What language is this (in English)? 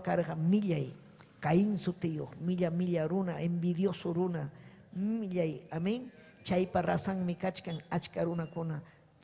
Ayacucho Quechua